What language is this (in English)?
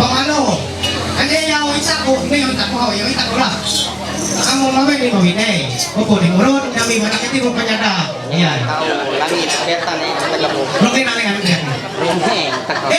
Ma'anyan